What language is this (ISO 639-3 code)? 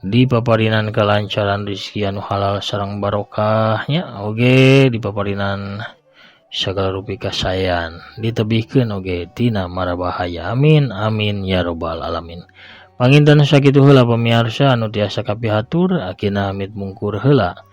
sun